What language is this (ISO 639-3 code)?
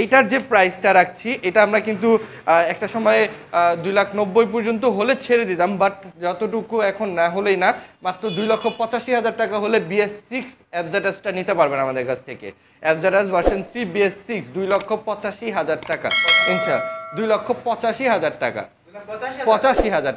ben